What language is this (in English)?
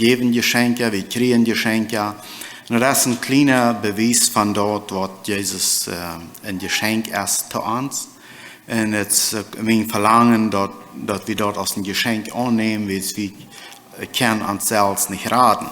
Plautdietsch